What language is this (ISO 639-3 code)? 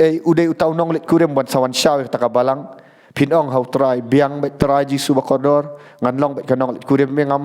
kha